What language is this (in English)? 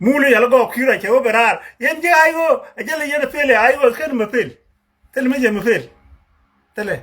Nuer